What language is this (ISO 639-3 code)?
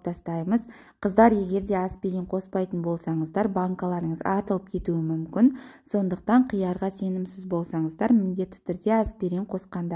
kaz